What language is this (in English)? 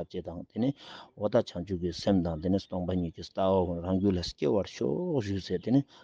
Ladakhi